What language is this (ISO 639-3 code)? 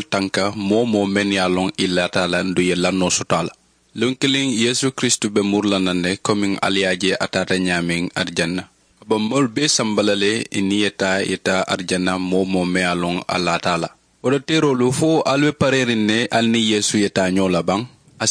man